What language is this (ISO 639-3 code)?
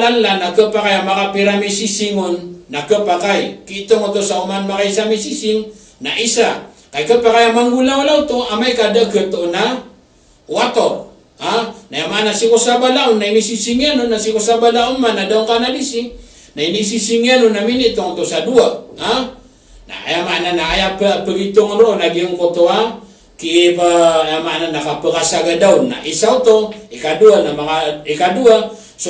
mrw